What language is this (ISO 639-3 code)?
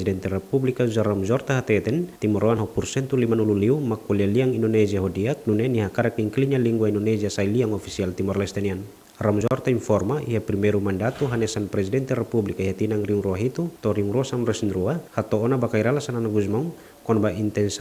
tet